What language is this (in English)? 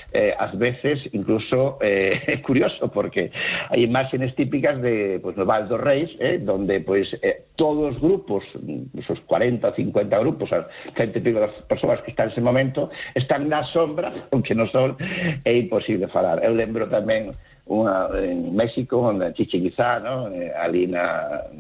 Galician